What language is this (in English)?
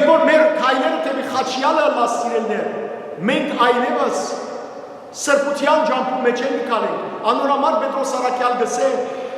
Western Armenian